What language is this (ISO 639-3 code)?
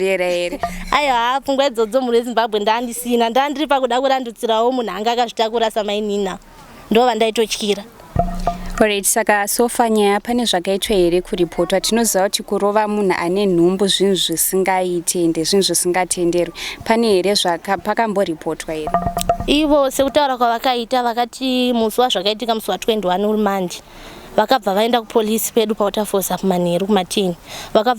sna